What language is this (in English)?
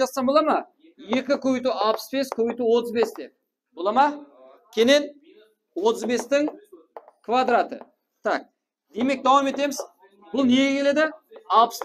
Kara-Kalpak